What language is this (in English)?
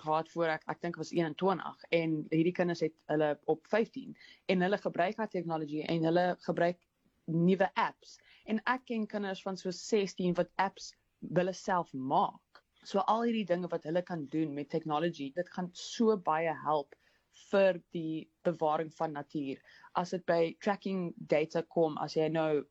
Afrikaans